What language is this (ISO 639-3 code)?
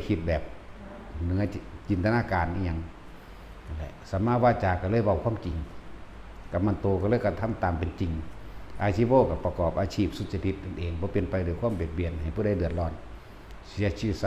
tts